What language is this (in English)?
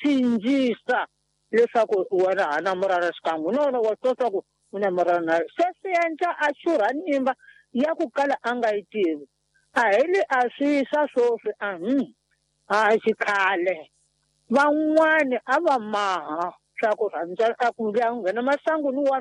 Tsonga